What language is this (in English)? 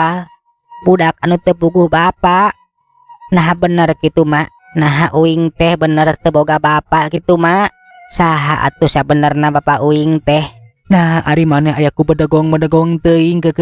Sundanese